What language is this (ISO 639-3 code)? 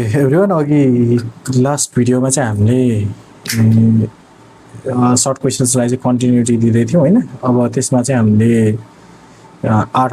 nep